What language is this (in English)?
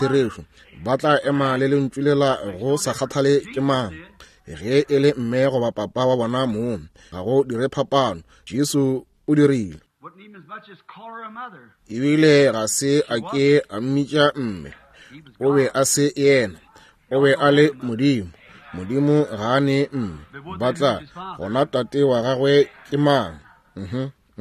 Northern Sotho